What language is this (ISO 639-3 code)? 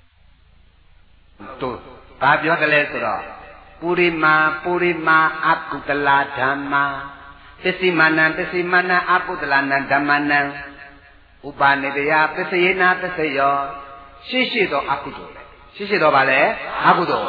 mya